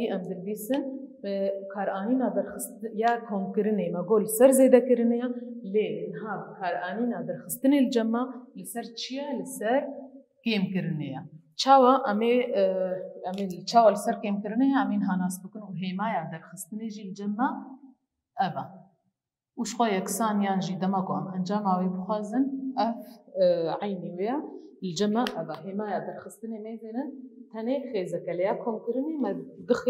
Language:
Kurdish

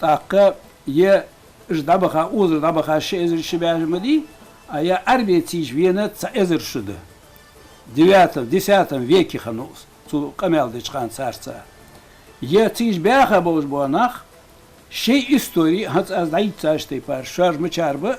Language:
Ingush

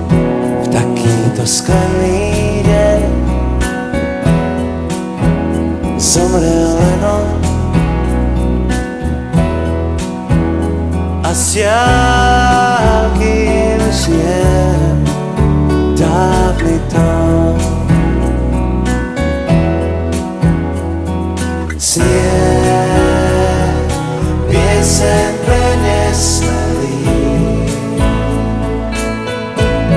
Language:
Slovak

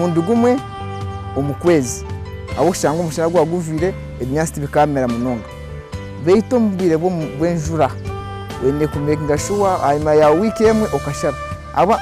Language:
Nyankole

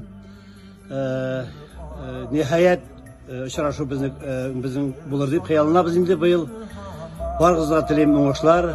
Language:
Tatar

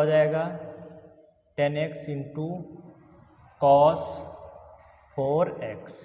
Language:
Hindi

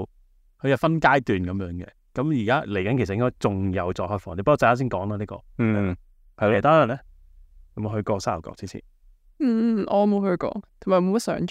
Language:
Cantonese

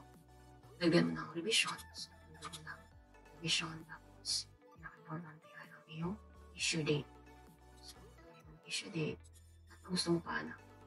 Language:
Filipino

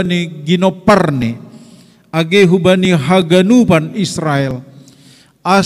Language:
Batak Simalungun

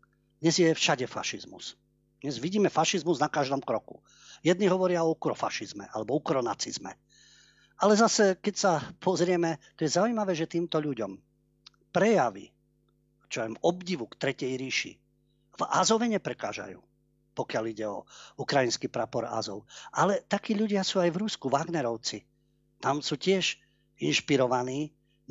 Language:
Slovak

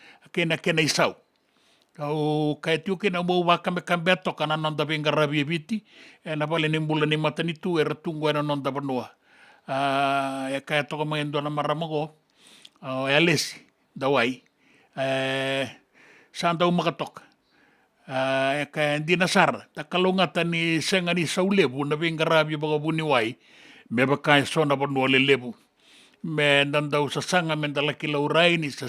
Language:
Fijian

